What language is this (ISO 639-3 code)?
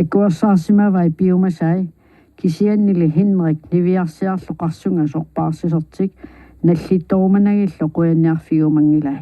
kal